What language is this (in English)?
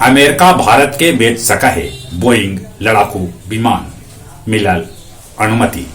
Magahi